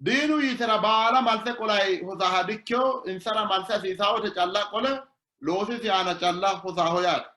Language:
Sidamo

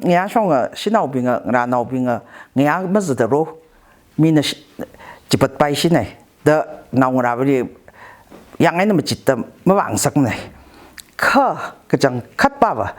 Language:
Tangkhul Naga (India)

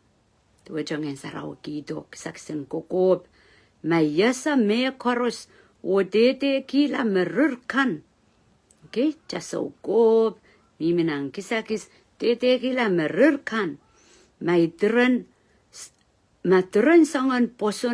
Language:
Pohnpeian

